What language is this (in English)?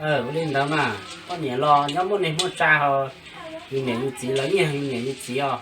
Hmong